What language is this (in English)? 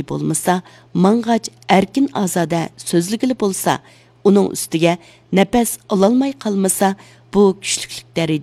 Uyghur